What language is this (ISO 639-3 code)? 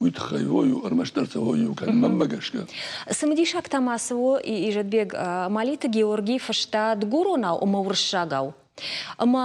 oss